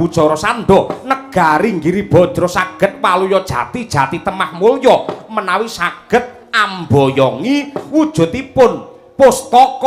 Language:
Javanese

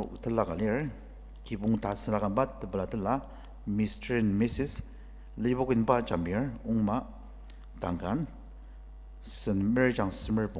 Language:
Ao Naga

